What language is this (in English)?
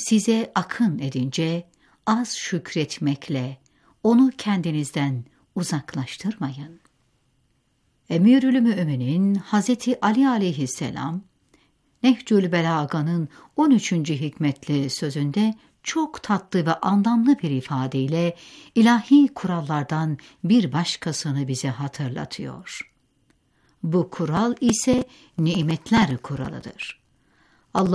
Turkish